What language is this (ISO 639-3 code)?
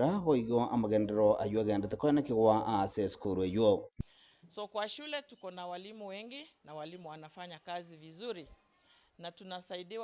guz